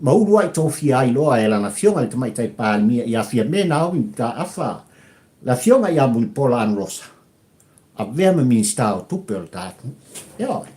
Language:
Samoan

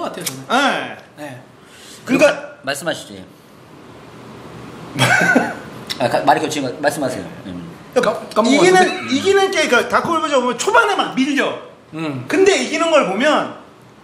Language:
Korean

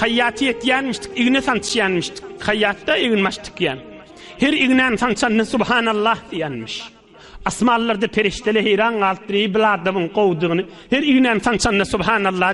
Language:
Turkmen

